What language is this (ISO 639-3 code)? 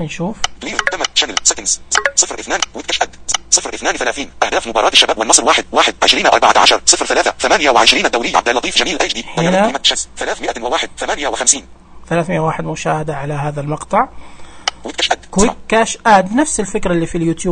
ars